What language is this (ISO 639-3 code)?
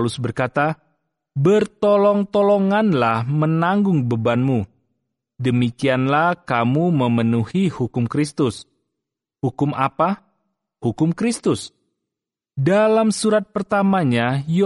ind